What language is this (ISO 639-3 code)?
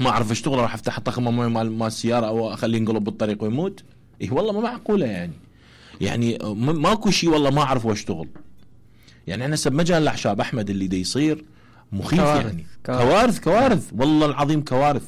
acm